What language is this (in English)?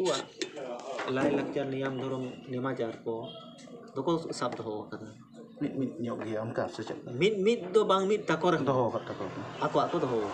Santali